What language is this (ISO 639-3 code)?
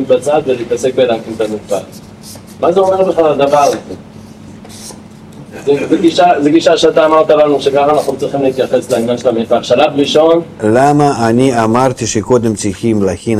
heb